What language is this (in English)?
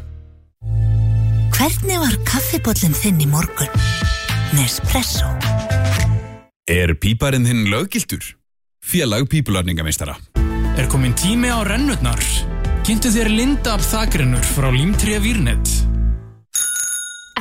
Icelandic